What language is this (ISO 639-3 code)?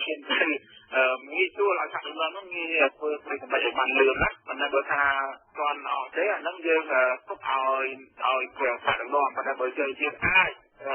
khm